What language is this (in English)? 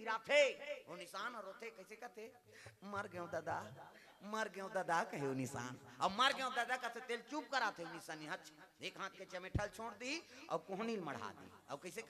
Chhattisgarhi